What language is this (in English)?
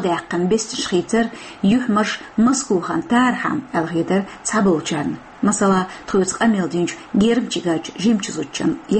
Chechen